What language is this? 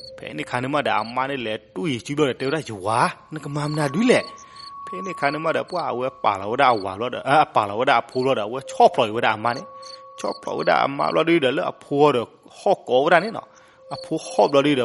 S'gaw Karen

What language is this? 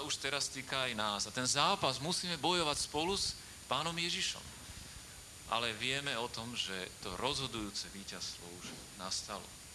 Slovak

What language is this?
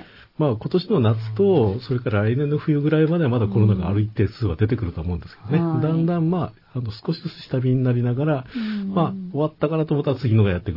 Japanese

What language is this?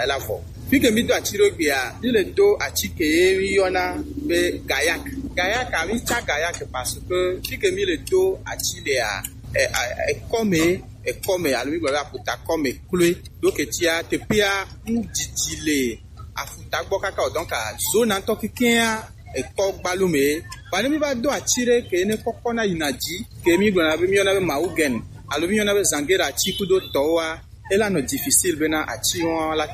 Gen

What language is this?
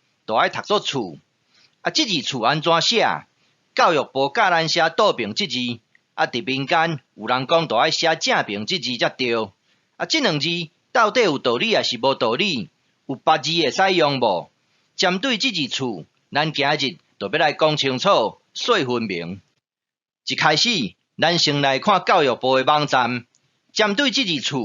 Min Nan Chinese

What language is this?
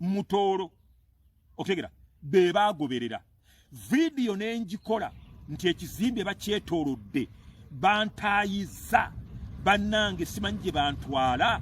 Ganda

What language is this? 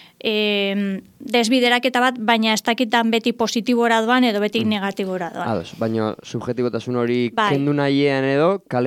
Basque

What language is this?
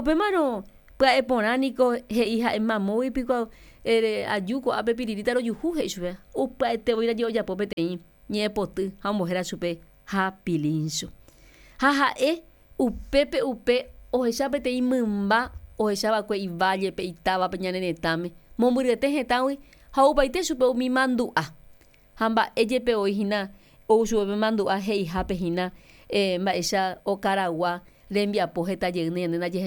Guarani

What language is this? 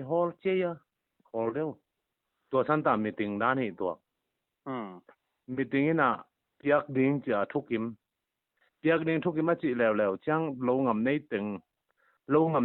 Tedim Chin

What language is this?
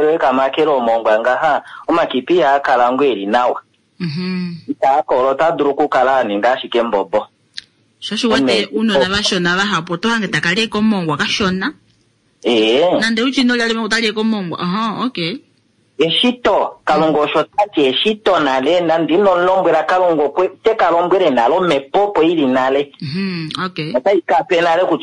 Kuanyama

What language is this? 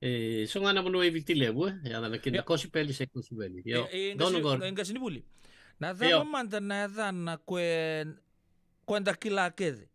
Fijian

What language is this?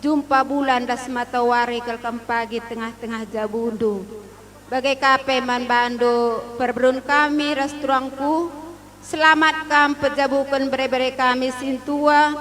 Batak Karo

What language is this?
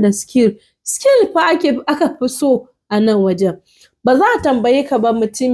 Hausa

